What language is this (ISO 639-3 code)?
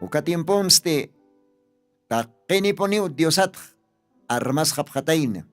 aym